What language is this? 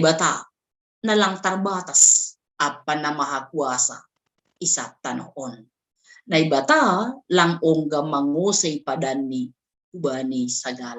Batak Simalungun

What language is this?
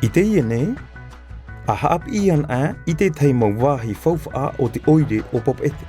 Tahitian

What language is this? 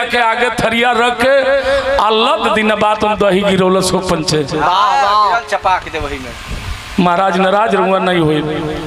Bhojpuri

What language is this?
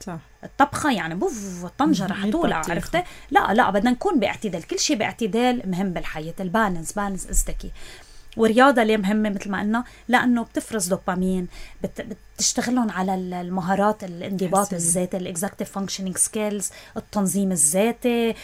North Levantine Arabic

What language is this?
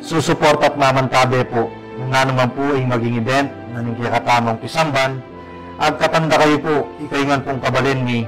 Pampanga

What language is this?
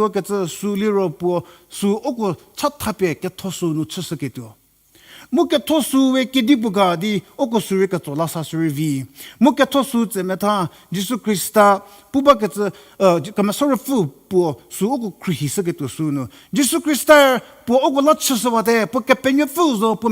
Angami Naga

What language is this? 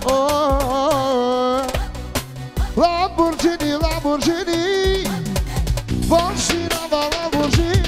Bulgarian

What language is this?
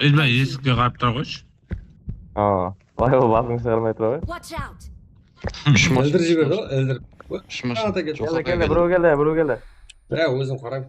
Kara-Kalpak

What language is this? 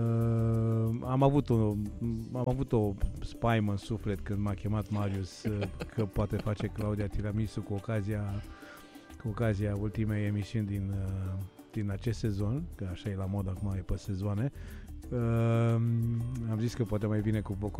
Romanian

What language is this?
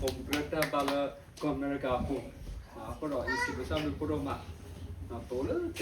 S'gaw Karen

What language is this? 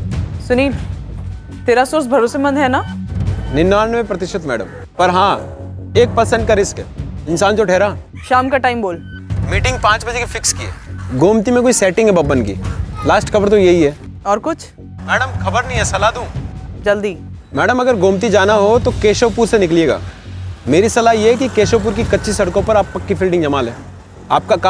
Hindi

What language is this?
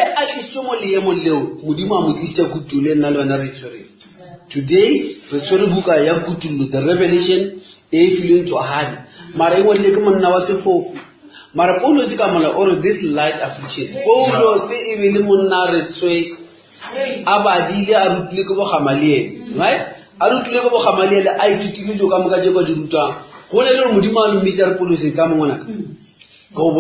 Northern Sotho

